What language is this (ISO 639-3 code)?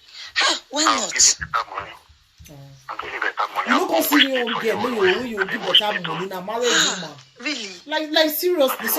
pcm